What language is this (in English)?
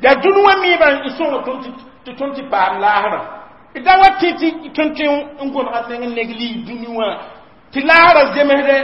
Mossi